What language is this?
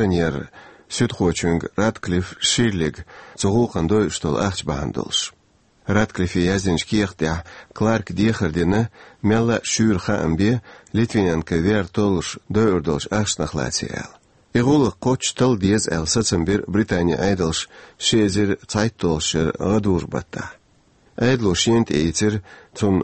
Chechen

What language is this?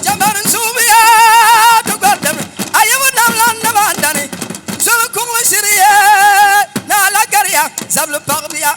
Dagbani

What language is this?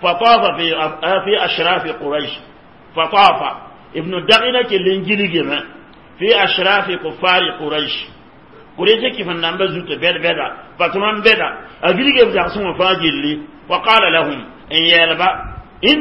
Mossi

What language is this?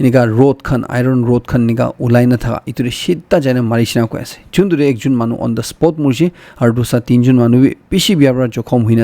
Naga Pidgin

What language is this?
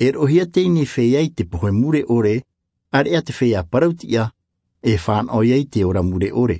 Tahitian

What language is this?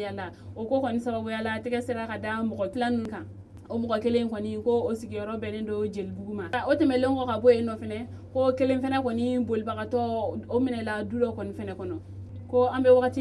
Bambara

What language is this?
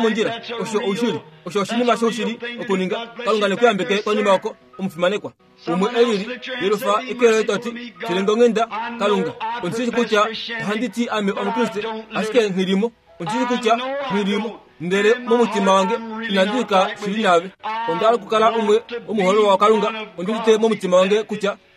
Kuanyama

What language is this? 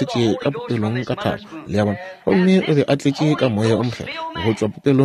Northern Sotho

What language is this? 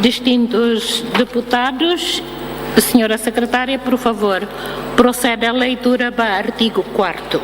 Tetum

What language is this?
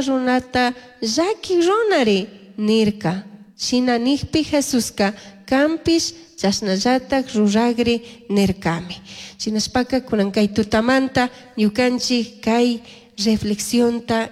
Chimborazo Highland Quichua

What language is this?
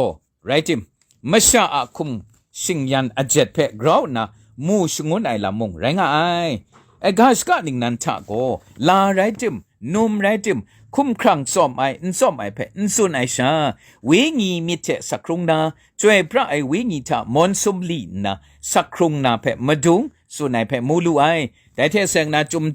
Kachin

